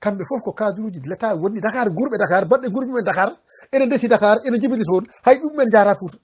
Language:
Fula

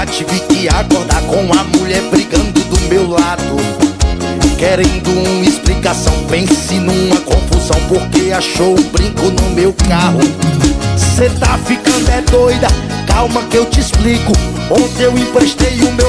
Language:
Portuguese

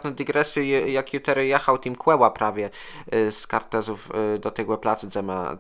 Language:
Kashubian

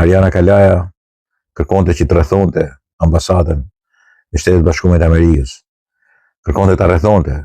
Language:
Albanian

